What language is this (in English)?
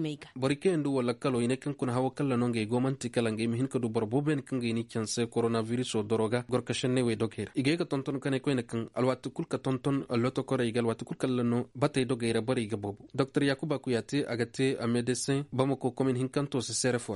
Koyraboro Senni